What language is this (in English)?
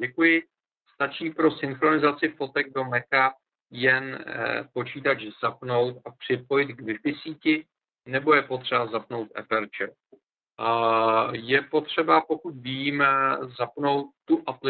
Czech